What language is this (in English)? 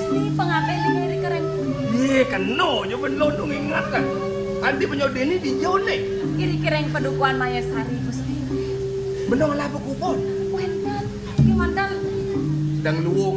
Balinese